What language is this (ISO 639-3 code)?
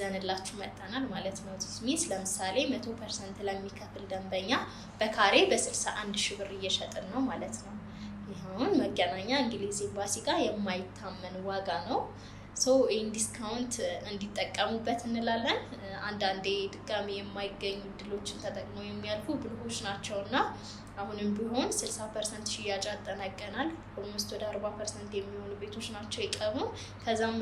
amh